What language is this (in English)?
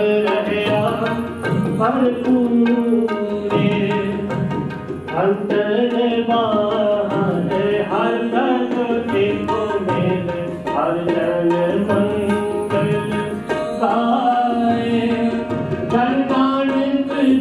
Punjabi